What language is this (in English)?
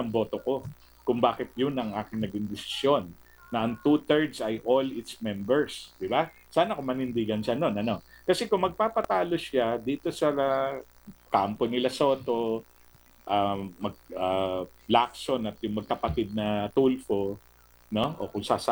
Filipino